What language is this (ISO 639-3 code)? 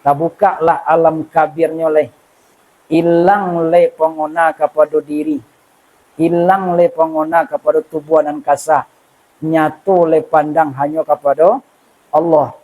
min